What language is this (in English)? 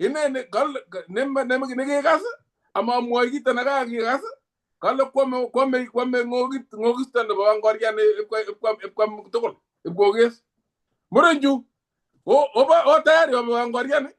Kalenjin